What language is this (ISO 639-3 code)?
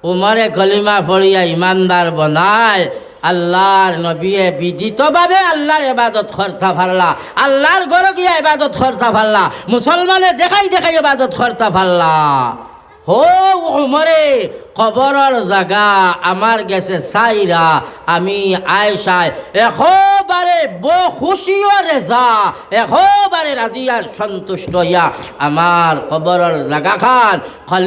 syl